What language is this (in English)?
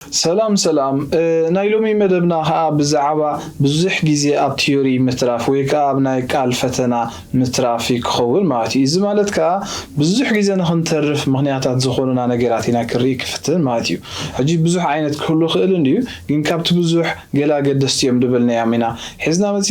Tigrinya